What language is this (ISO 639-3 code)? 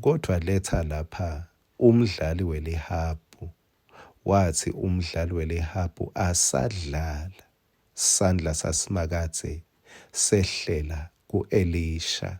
ssw